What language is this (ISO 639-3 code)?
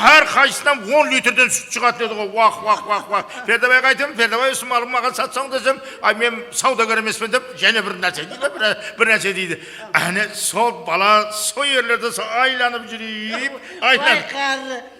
kaa